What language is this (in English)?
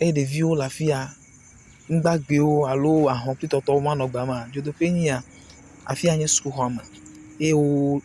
Ewe